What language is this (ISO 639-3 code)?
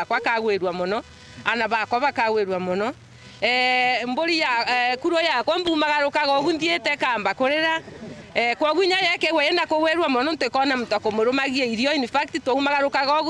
mer